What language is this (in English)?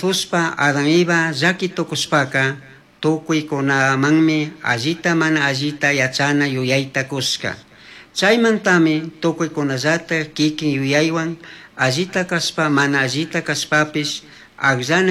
Chimborazo Highland Quichua